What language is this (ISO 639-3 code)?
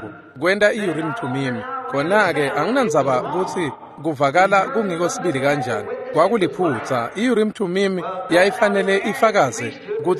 ssw